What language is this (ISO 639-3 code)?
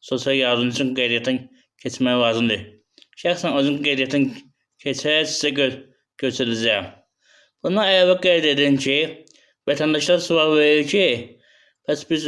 aze